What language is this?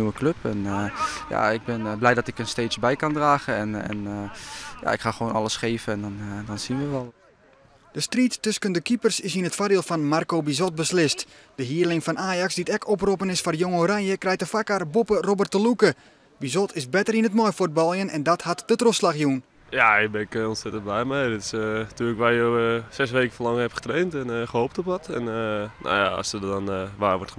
Western Frisian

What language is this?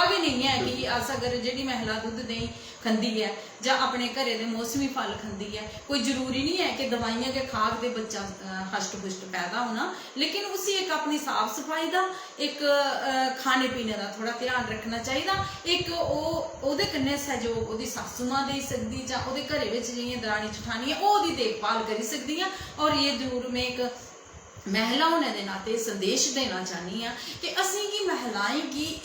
Dogri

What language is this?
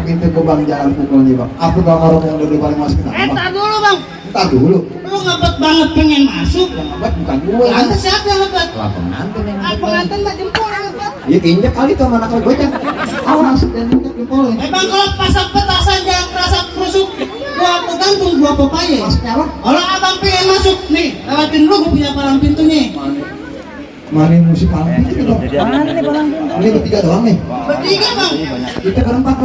Betawi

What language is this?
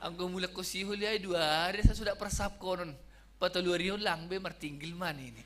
Batak Simalungun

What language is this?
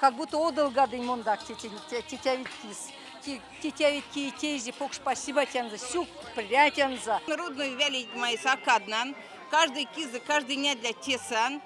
Erzya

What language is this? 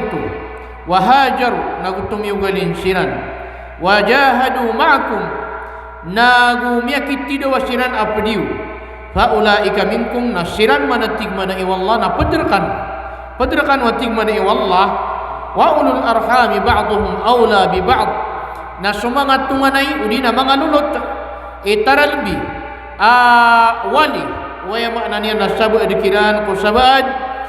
Maranao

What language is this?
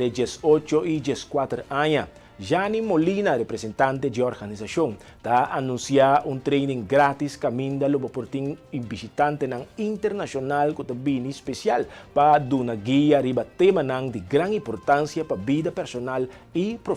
Papiamento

